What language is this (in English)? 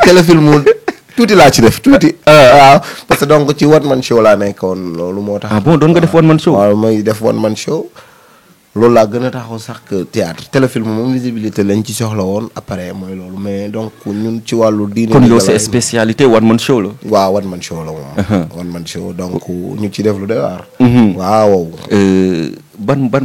Wolof